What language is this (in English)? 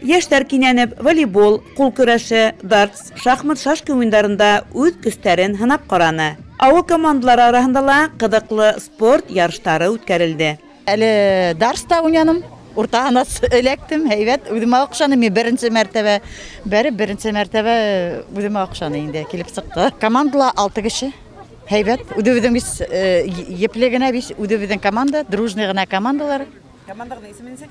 Bashkir